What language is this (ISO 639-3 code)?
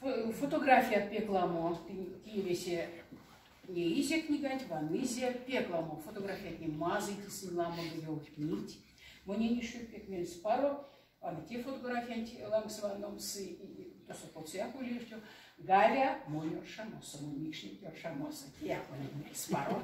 myv